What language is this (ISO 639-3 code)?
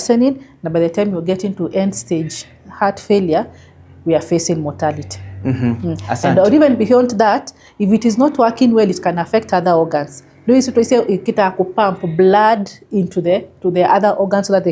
kam